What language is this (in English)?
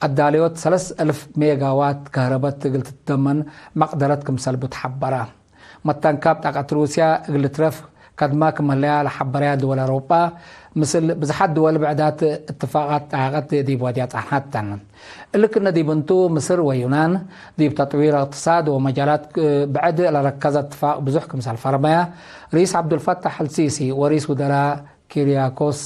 Tigre